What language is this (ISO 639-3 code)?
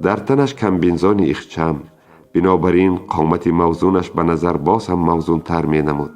tgk